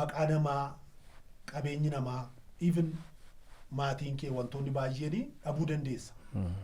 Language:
Oromo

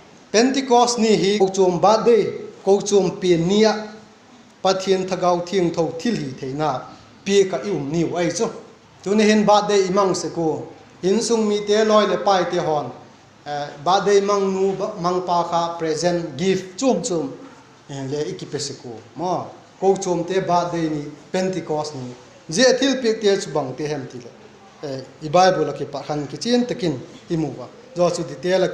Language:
Vaiphei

